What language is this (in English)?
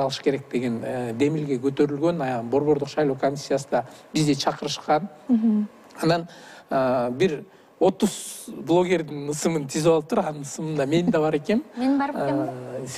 Kyrgyz